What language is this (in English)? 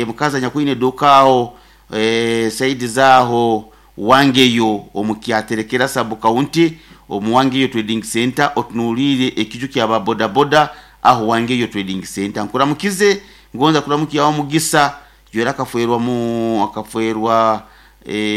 Nyoro